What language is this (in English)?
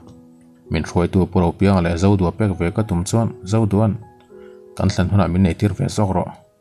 Mizo